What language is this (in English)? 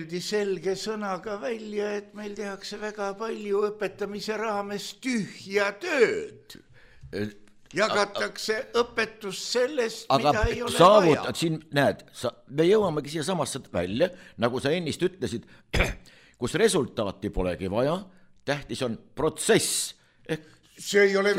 Estonian